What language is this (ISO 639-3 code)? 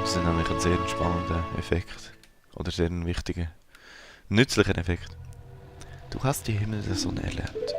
gsw